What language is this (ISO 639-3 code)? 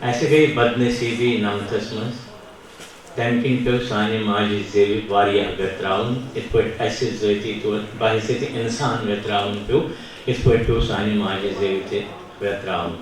kas